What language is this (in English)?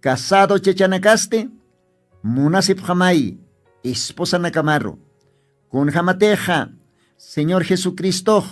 Aymara